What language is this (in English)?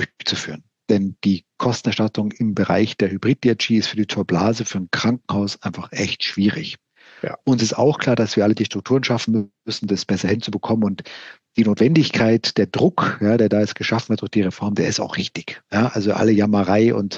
German